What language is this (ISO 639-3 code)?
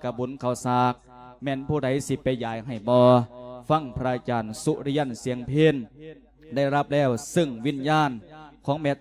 lao